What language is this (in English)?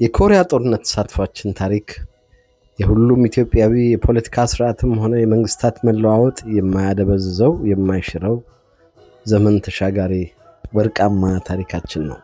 Amharic